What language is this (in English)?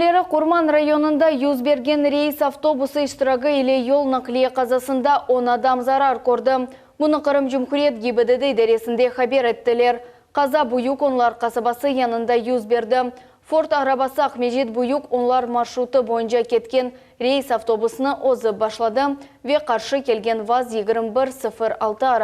Crimean Tatar